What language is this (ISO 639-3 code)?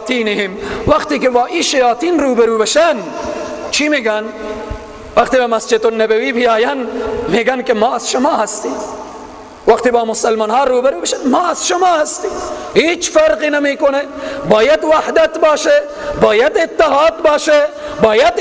fas